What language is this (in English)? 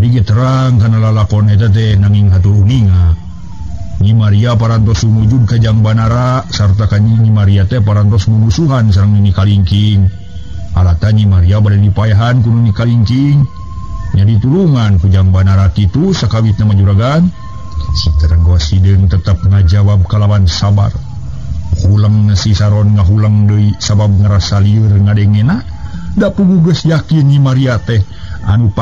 Sundanese